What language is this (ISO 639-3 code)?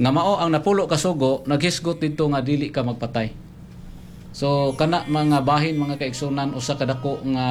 ceb